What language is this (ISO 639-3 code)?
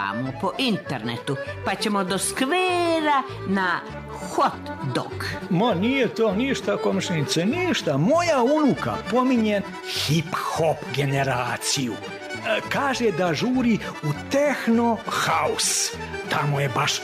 srp